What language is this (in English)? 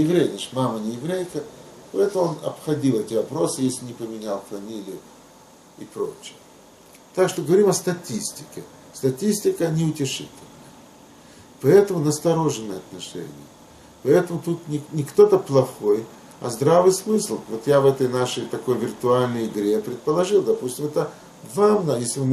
Russian